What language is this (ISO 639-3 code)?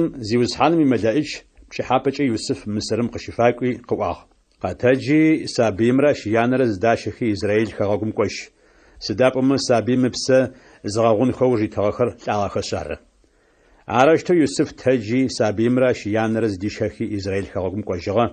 ady